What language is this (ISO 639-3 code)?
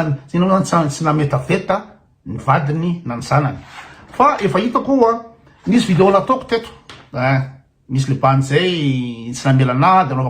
mlg